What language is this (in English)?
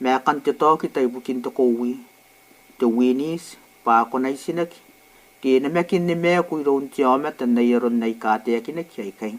Gilbertese